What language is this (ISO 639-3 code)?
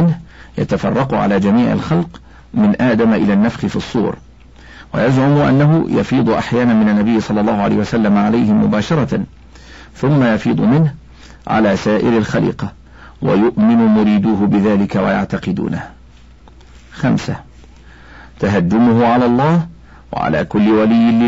ara